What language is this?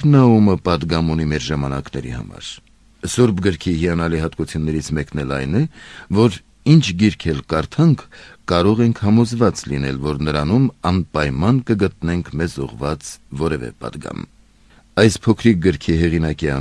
Armenian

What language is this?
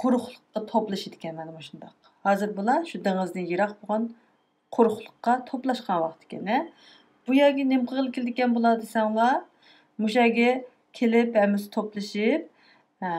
Uyghur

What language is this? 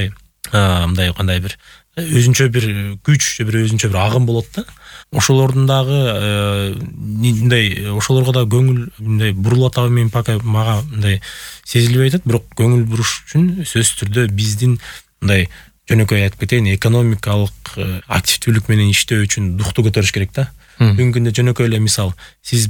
Kyrgyz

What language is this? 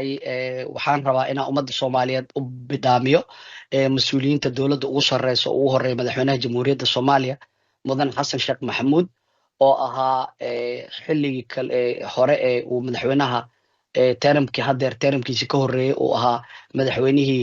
Somali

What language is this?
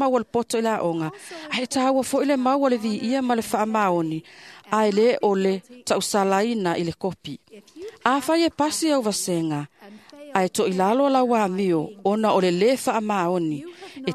Samoan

